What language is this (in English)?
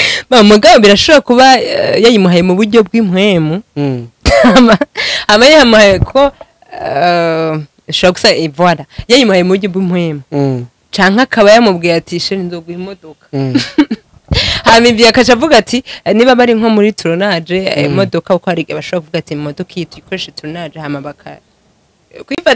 Rundi